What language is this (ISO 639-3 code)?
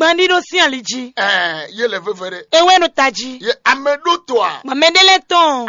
fon